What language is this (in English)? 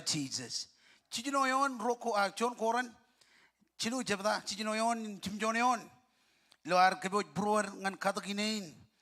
Marshallese